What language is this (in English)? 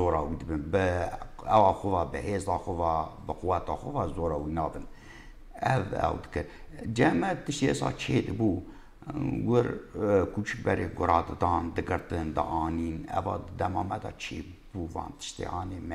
Kurdish